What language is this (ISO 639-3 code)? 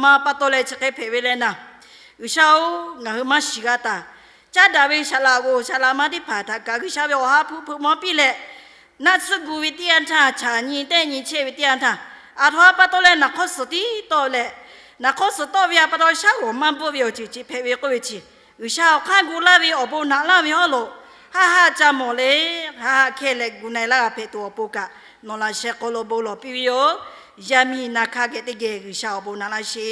lhu